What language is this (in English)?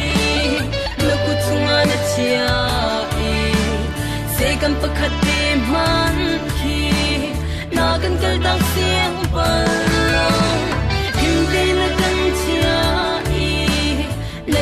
Falam Chin